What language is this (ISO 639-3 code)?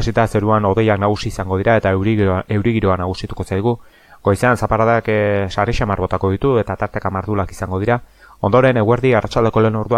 eus